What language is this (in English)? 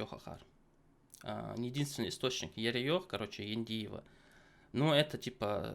Ingush